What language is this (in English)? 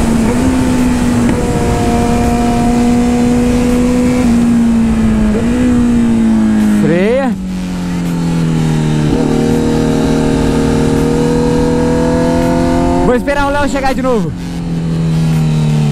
Portuguese